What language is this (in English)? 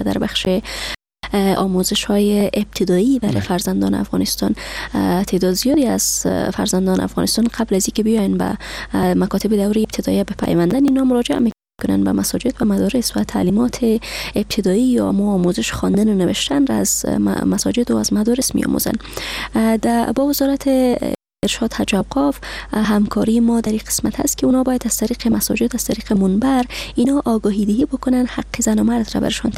Persian